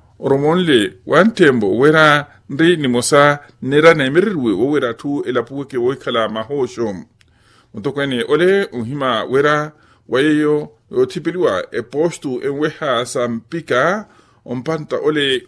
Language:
Makhuwa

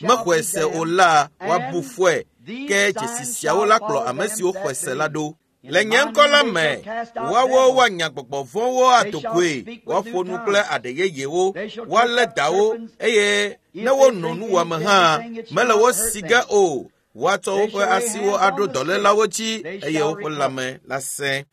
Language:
Ewe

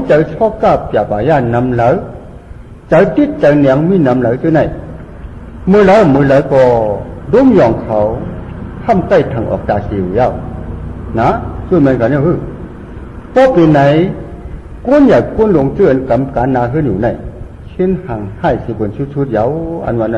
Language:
Shan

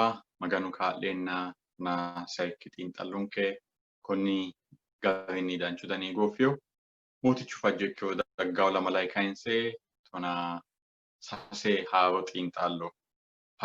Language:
Sidamo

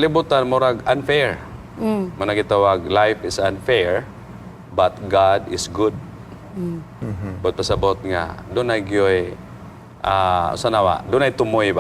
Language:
Cebuano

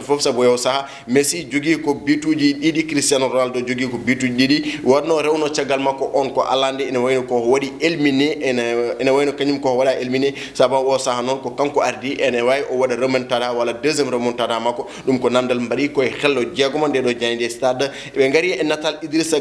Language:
Fula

